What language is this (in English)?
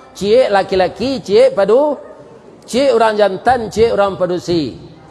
Minangkabau